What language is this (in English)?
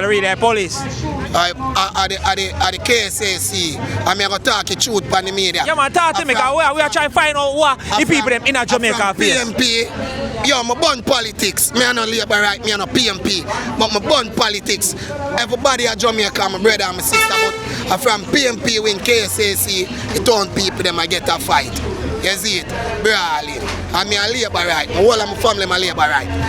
Jamaican Creole English